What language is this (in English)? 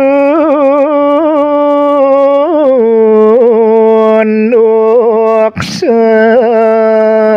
Balinese